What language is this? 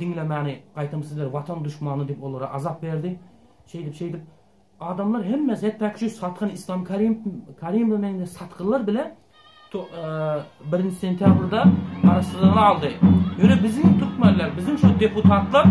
Turkmen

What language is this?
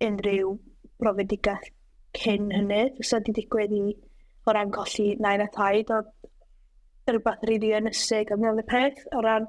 Welsh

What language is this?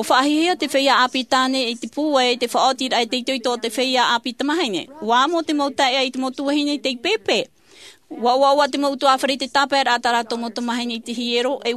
Tahitian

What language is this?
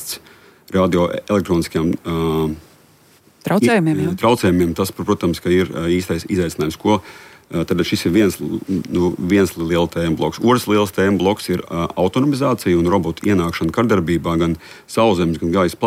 Latvian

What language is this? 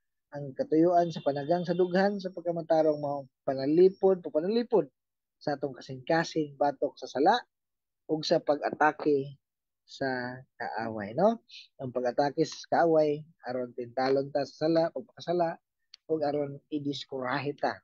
Cebuano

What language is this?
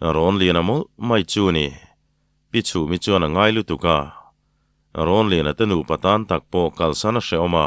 Mizo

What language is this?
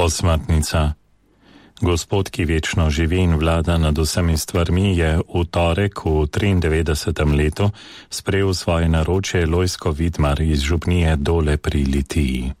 Slovenian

